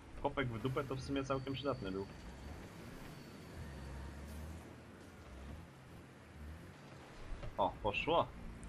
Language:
Polish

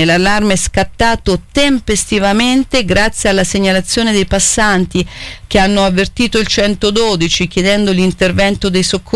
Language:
Italian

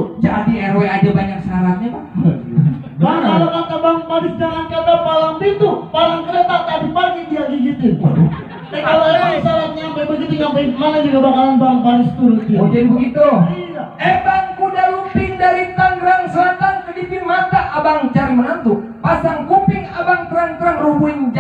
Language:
Betawi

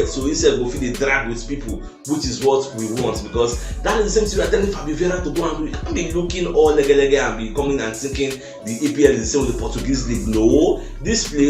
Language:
Nigerian Pidgin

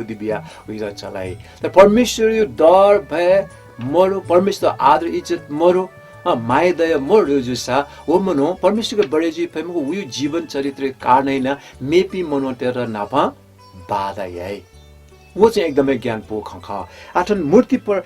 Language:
Newari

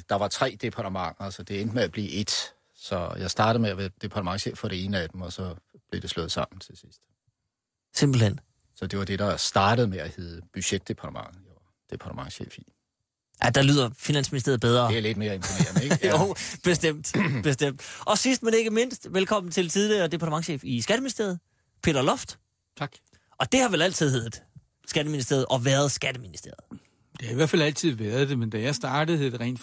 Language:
Danish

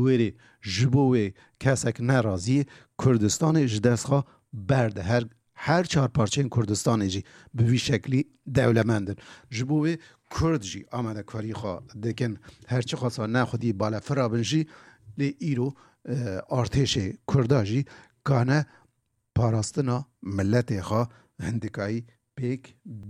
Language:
Kurdish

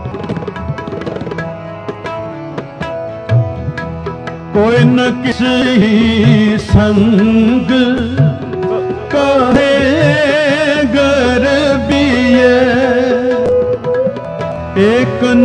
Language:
Hindi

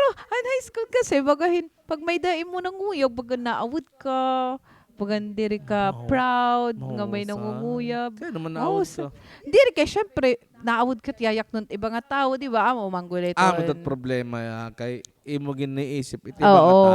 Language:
Waray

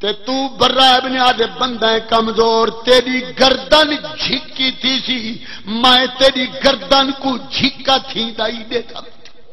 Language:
Saraiki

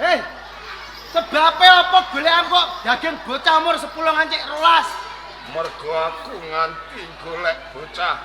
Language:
Javanese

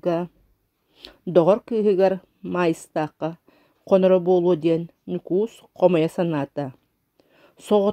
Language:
Yakut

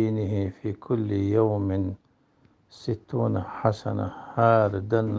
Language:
Chechen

